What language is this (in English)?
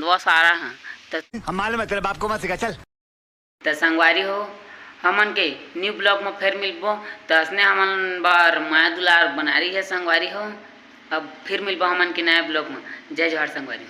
Chhattisgarhi